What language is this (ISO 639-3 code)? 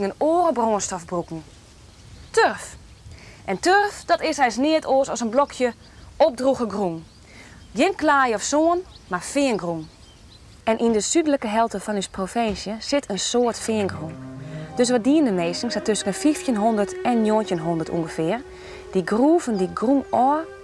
fry